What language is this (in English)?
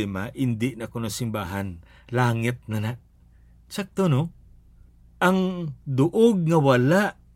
Hiligaynon